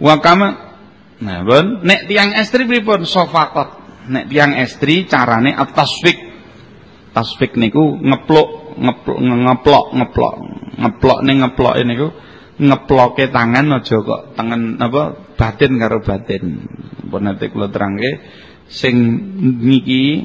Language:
Javanese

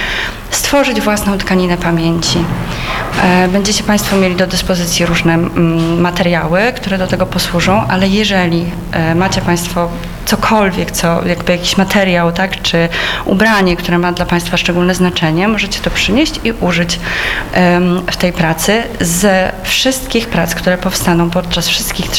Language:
Polish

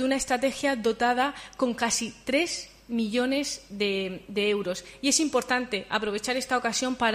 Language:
Spanish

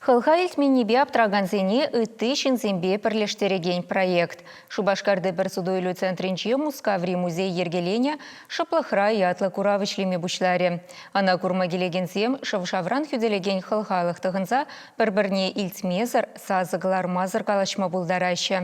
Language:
Chuvash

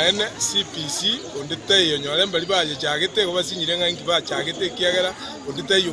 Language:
Gusii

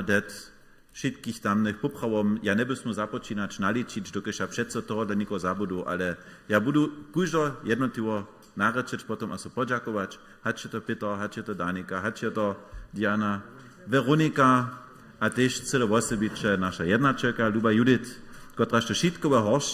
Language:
Upper Sorbian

